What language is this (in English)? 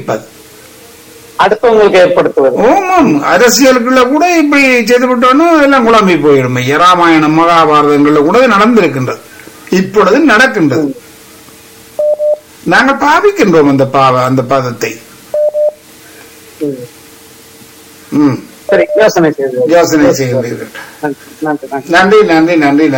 Tamil